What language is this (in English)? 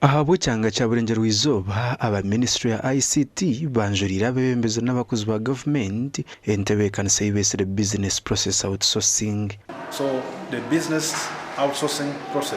Nyankole